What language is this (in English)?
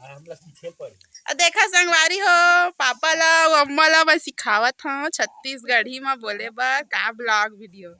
Chhattisgarhi